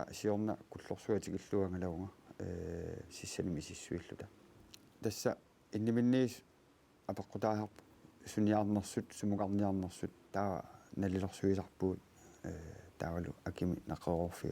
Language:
Kalaallisut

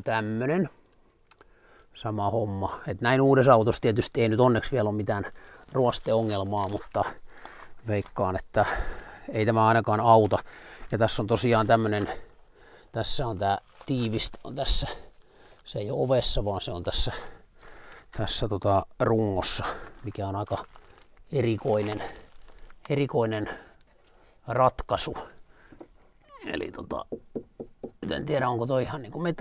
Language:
Finnish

